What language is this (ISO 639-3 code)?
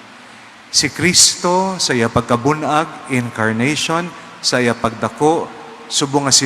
hil